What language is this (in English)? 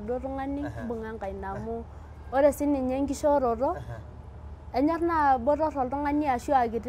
Masai